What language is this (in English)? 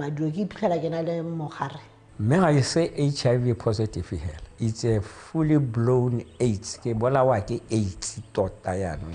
Tswana